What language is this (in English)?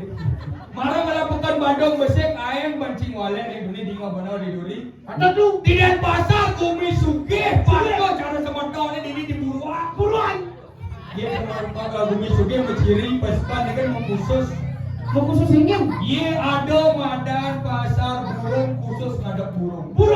Balinese